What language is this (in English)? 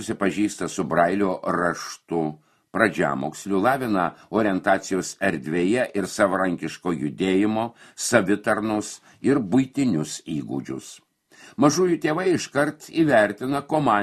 Lithuanian